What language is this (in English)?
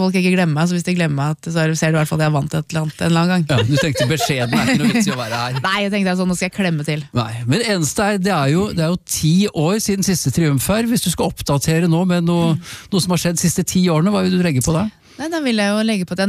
Norwegian